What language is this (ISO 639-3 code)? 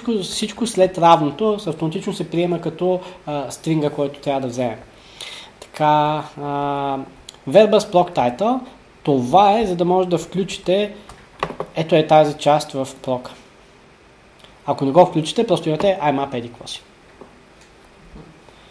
bul